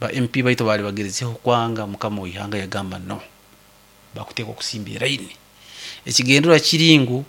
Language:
Nyoro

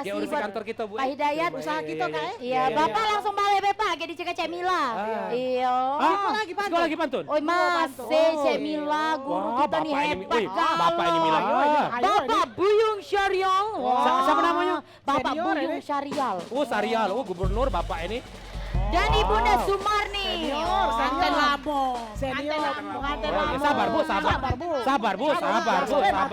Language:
Musi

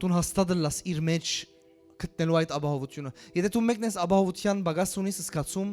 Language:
Western Armenian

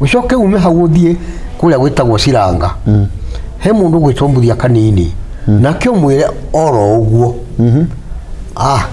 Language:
Kikuyu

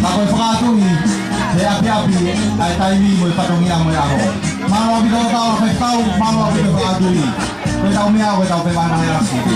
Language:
Tongan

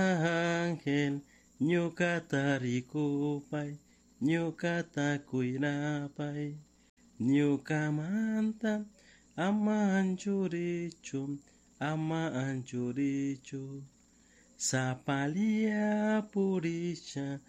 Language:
Chimborazo Highland Quichua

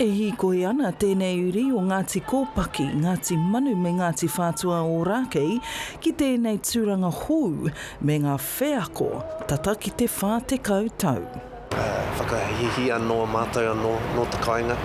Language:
Māori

